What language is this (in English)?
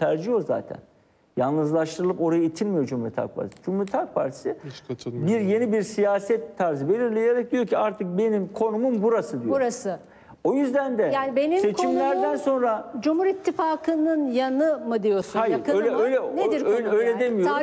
Turkish